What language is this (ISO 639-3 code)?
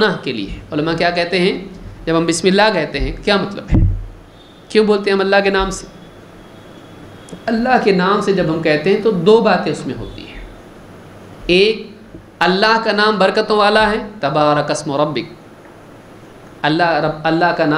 urd